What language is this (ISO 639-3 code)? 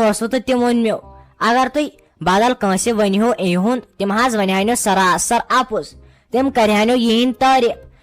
kas